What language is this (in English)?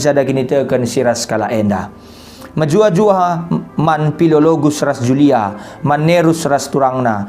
Batak Karo